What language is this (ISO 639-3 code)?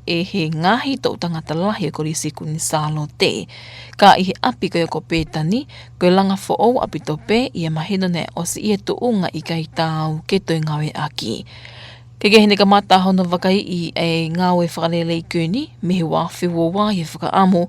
ton